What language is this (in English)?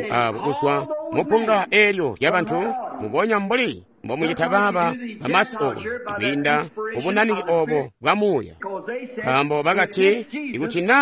Tonga (Zambia)